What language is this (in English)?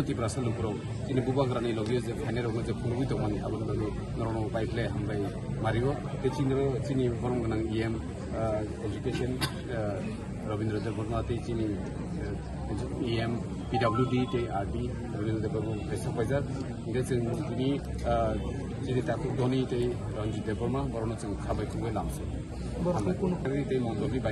Kok Borok